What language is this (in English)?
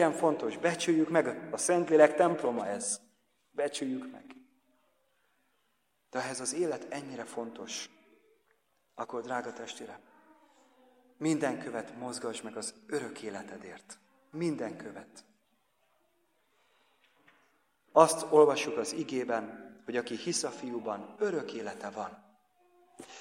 Hungarian